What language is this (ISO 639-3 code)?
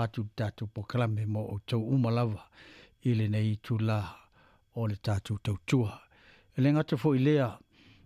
smo